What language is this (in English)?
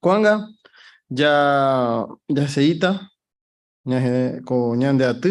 Guarani